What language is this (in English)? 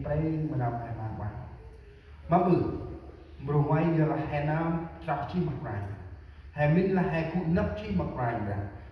Central Mnong